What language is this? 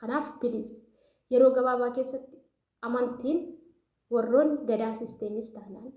Oromo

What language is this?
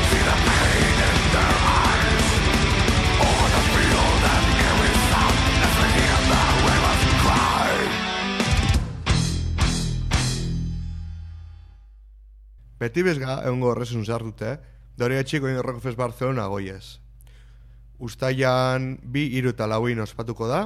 Basque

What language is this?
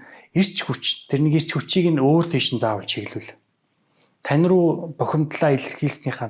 Mongolian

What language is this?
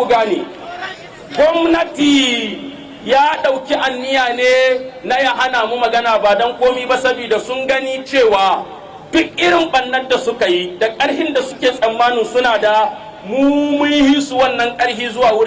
Hausa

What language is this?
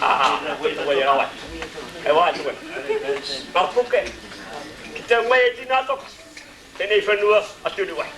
Māori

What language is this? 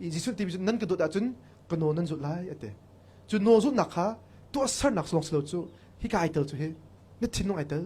Hakha Chin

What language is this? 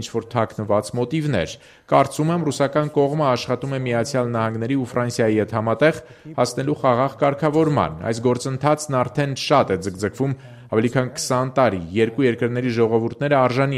Armenian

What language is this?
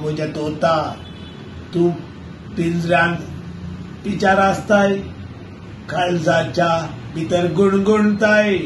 Konkani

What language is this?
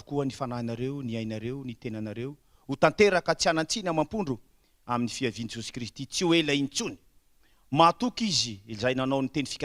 Malagasy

